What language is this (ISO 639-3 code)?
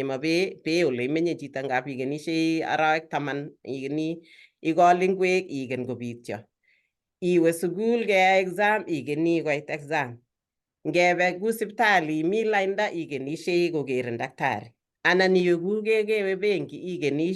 kln